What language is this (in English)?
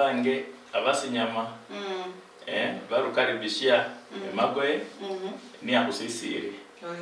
Luyia